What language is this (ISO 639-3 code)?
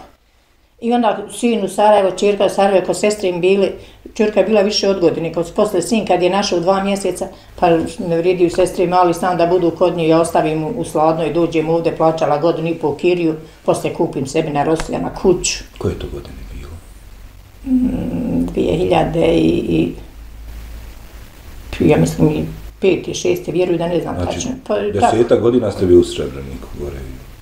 bos